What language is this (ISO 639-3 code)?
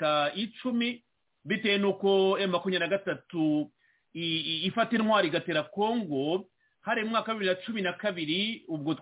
kin